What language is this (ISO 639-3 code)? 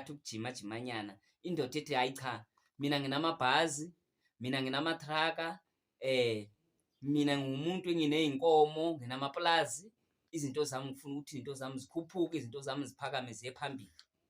zul